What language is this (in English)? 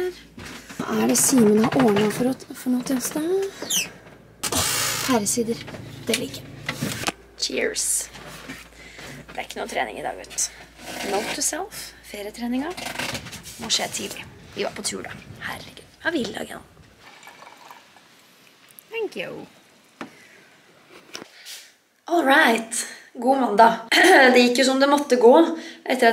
Norwegian